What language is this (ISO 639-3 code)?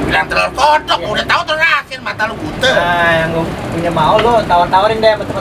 bew